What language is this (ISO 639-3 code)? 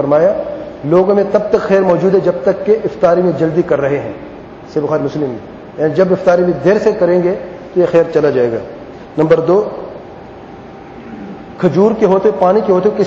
urd